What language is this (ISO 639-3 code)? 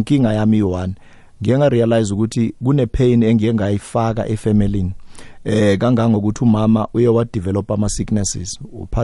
nbl